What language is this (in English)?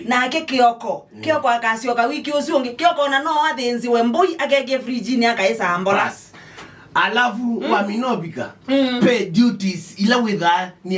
Kamba